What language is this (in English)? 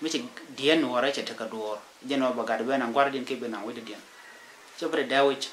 Nuer